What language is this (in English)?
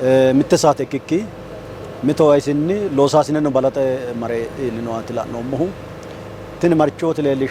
Sidamo